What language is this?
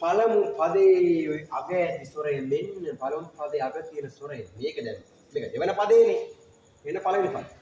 Sinhala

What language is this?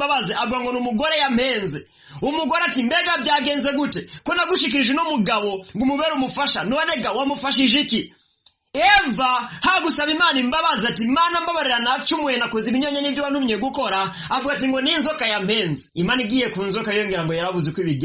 Rundi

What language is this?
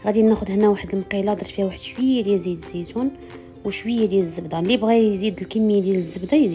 Moroccan Arabic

